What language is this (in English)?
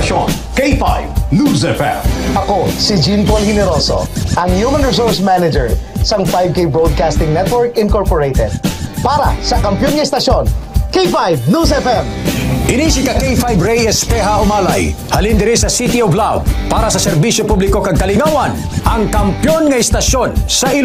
Hiligaynon